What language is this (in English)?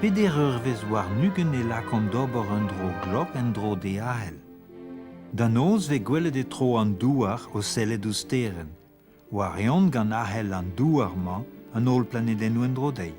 Breton